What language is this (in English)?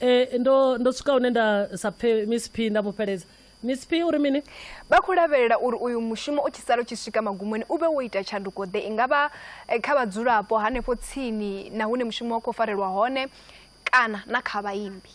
Venda